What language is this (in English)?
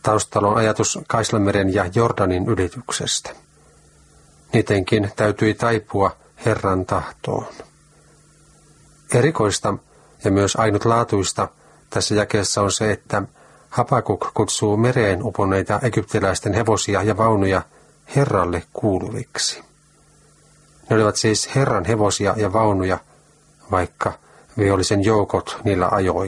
Finnish